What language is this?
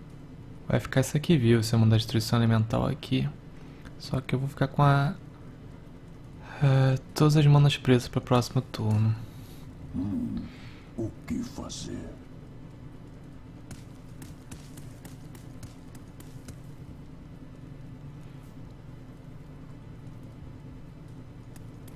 Portuguese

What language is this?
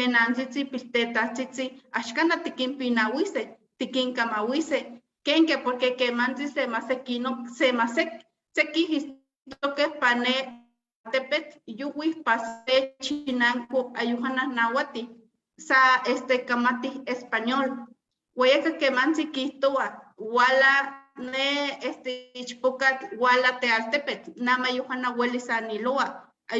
Eastern Huasteca Nahuatl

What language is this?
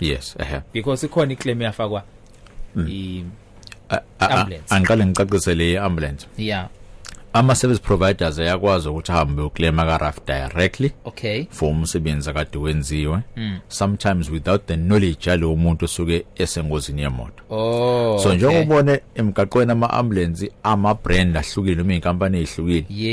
Zulu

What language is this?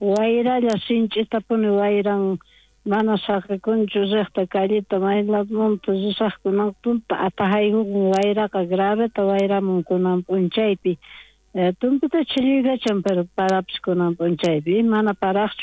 South Bolivian Quechua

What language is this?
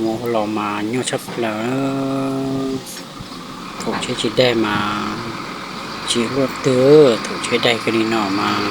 Hmong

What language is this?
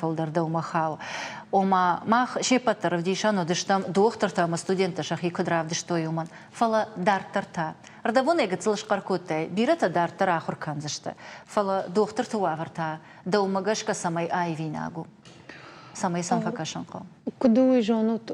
Ossetic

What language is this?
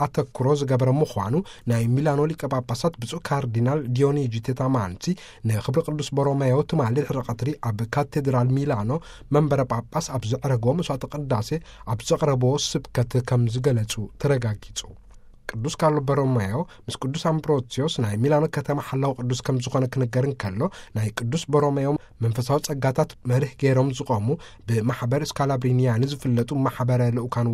Tigrinya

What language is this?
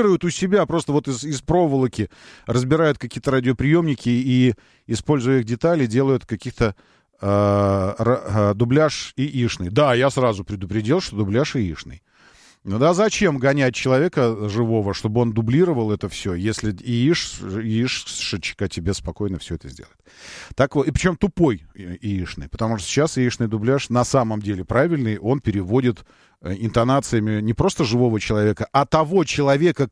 Russian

